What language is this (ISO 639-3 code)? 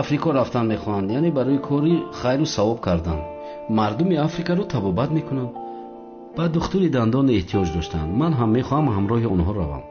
tgk